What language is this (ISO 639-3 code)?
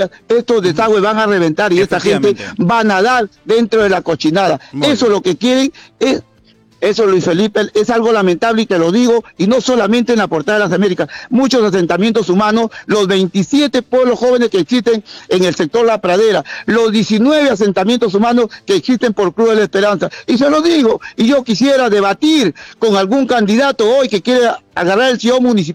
spa